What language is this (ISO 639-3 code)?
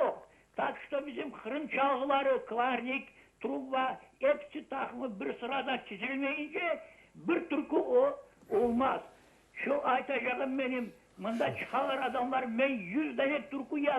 crh